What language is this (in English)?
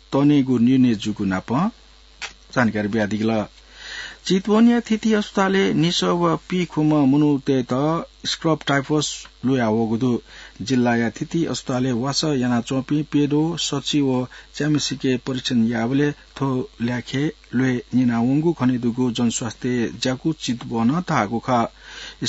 Newari